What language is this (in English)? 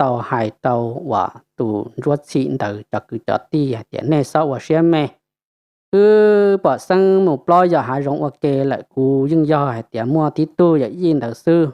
Hmong